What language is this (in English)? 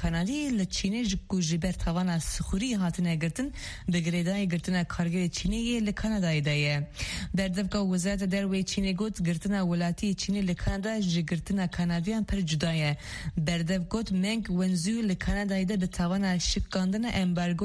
Kurdish